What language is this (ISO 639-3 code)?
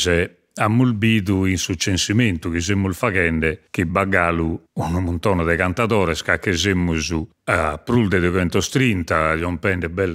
srd